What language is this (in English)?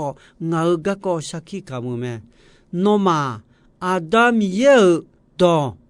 Akha